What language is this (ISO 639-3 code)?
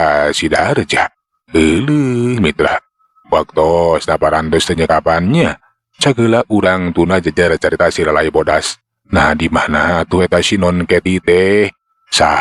sun